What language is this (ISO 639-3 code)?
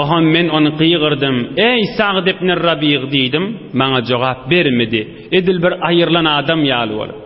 tuk